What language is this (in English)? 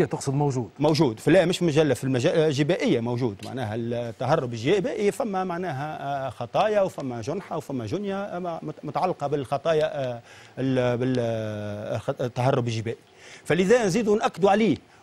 Tunisian Arabic